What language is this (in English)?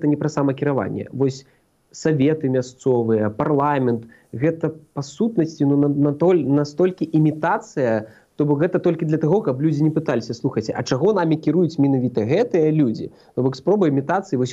Belarusian